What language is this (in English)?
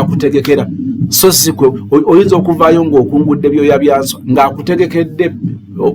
Ganda